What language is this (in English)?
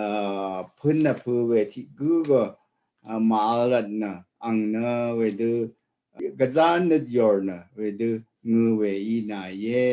Rawang